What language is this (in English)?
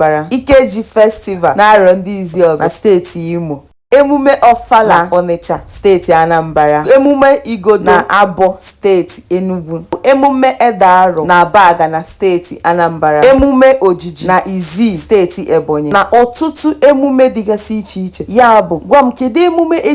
Igbo